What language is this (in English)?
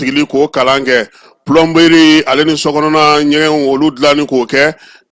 Bambara